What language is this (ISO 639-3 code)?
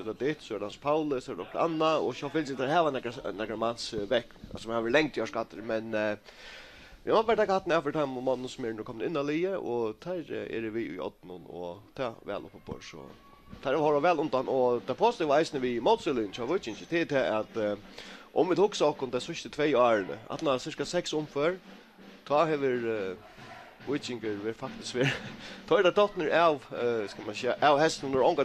fao